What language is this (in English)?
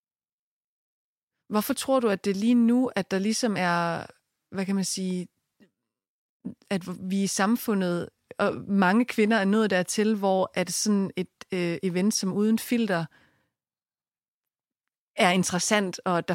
Danish